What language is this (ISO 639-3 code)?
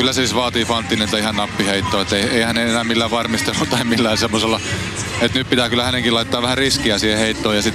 fin